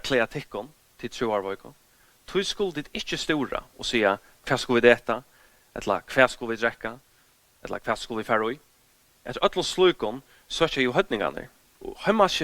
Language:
Faroese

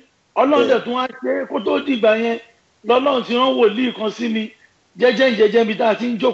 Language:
Yoruba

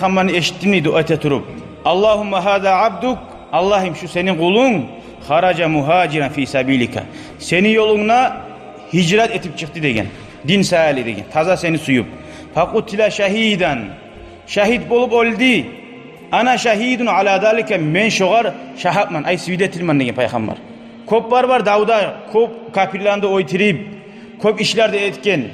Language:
Kumyk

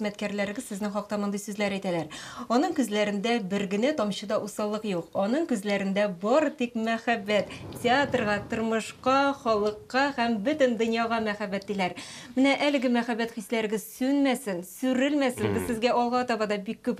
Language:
Tatar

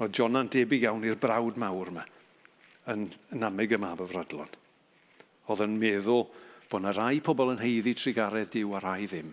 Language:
Welsh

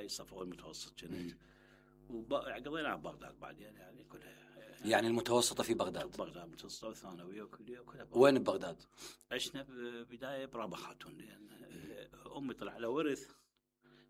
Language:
Mesopotamian Arabic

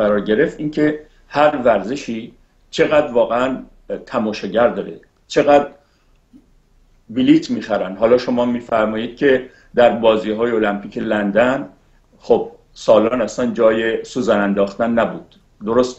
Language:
Persian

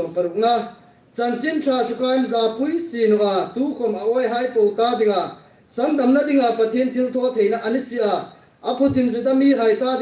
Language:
Hmar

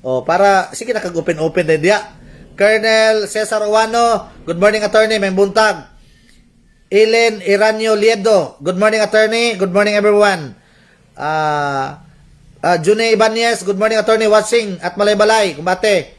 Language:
Cebuano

